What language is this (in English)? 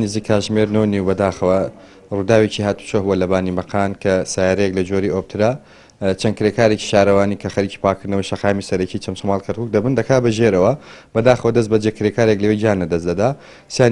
Central Kurdish